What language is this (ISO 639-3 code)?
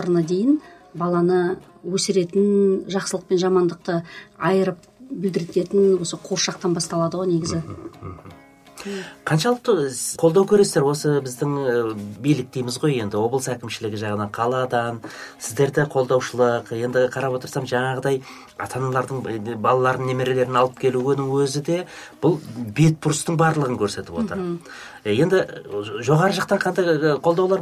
kaz